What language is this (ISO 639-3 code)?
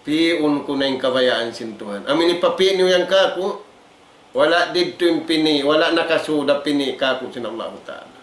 tsg